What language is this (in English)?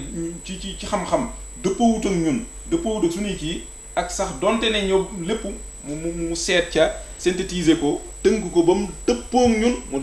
Wolof